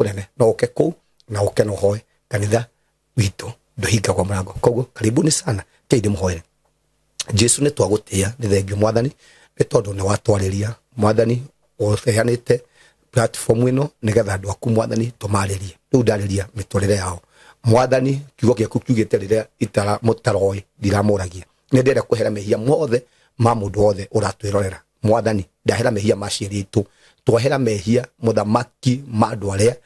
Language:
Kikuyu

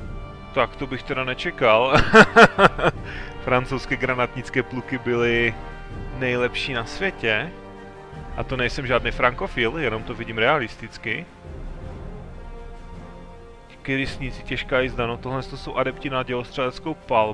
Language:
Czech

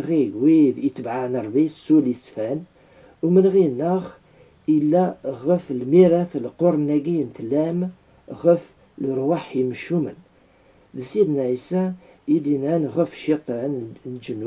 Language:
Kabyle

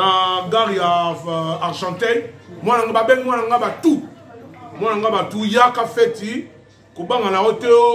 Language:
Lingala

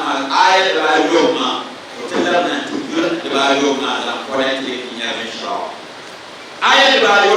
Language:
Dagbani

